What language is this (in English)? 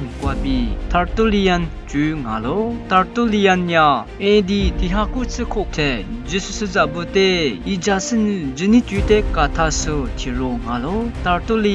Lisu